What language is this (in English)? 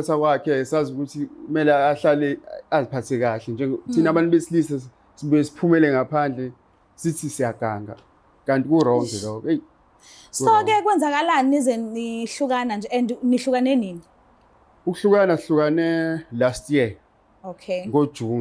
Zulu